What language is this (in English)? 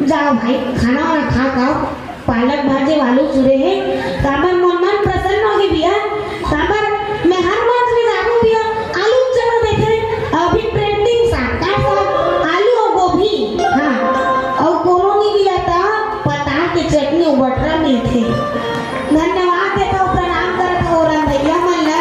Chhattisgarhi